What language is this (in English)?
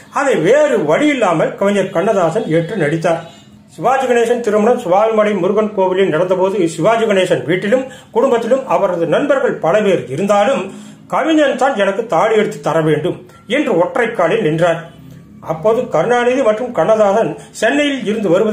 Tamil